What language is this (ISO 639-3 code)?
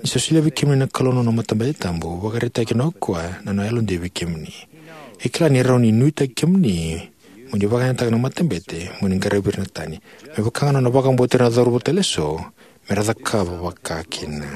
fij